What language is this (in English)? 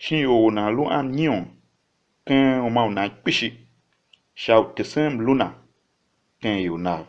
Tiv